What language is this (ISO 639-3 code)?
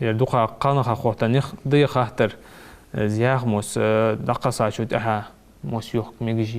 inh